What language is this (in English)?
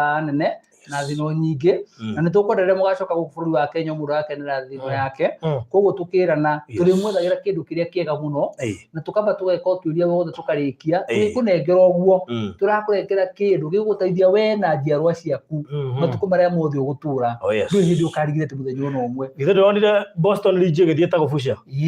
Kikuyu